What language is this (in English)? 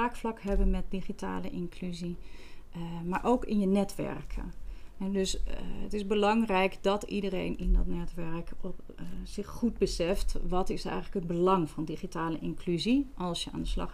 Dutch